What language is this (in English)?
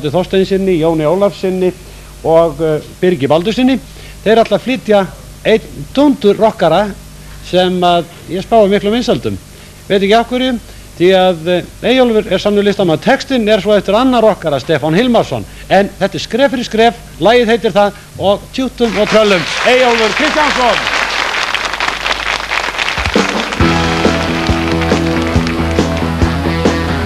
Icelandic